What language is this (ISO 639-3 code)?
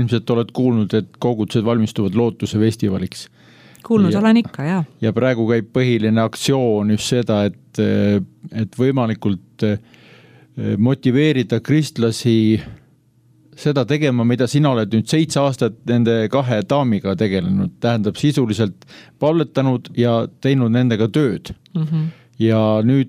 est